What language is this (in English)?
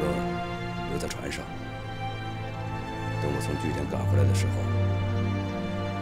Chinese